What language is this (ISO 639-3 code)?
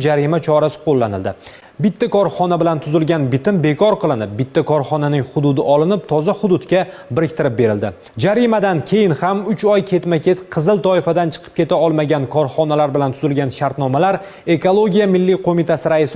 uzb